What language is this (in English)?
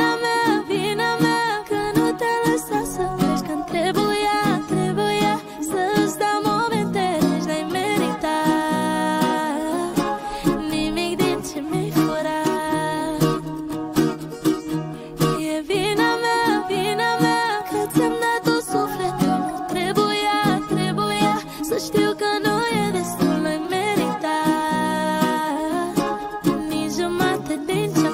Romanian